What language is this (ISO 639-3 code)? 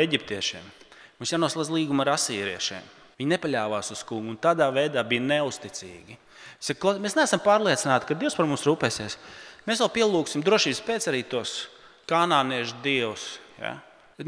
lav